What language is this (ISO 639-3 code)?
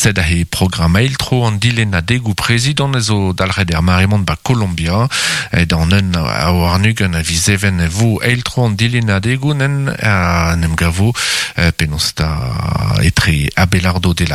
bre